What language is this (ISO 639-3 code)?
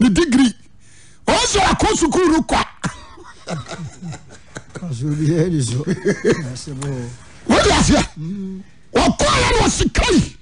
aka